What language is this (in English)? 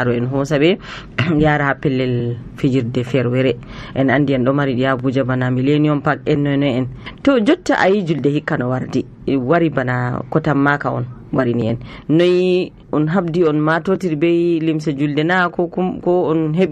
Nigerian Fulfulde